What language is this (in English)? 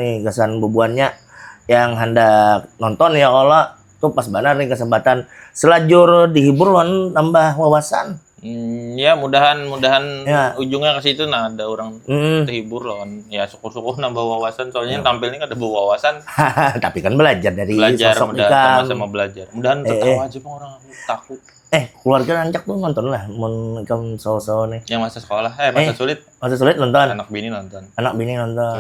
Banjar